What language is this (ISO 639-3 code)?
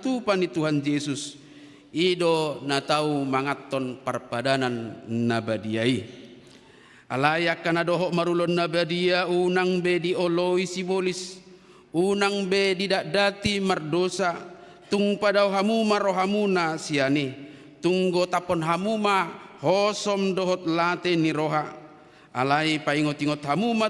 bbc